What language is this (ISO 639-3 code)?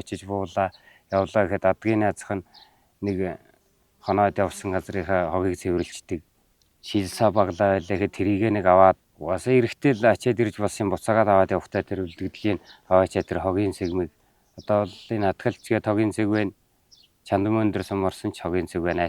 mon